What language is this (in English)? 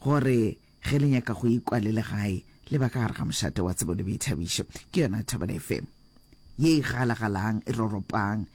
Northern Sotho